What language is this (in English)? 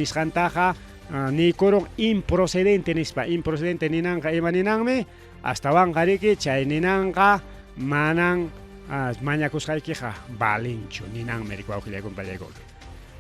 Ayacucho Quechua